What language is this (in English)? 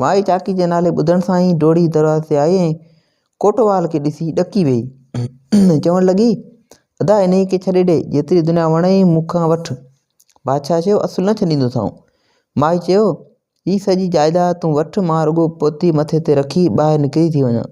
Sindhi